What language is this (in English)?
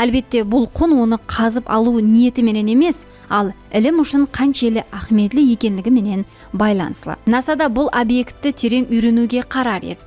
Kara-Kalpak